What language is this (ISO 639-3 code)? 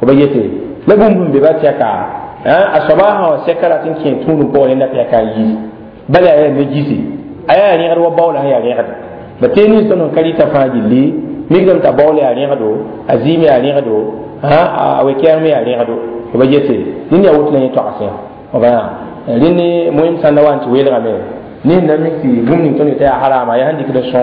mos